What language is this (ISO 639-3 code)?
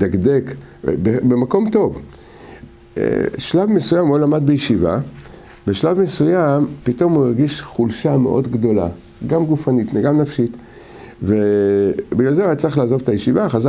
heb